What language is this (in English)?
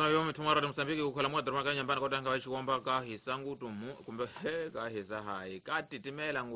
Tsonga